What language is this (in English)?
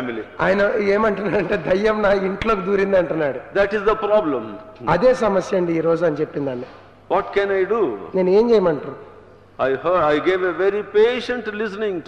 Telugu